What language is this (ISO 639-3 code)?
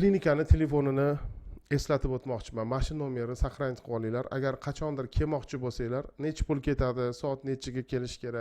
uzb